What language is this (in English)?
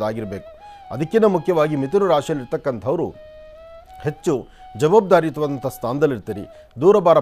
Kannada